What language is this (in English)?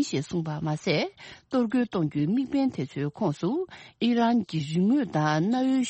Tibetan